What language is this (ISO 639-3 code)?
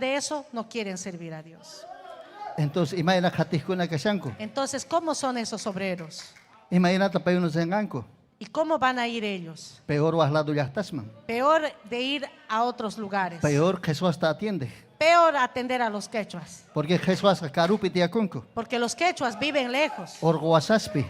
quy